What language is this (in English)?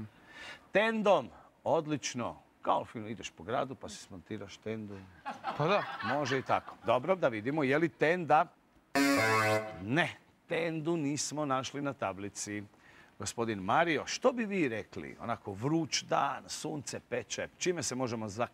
Croatian